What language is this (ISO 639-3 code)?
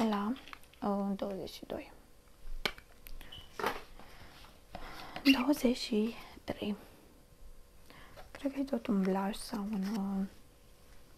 ron